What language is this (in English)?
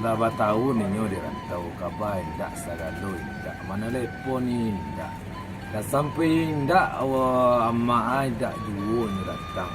Minangkabau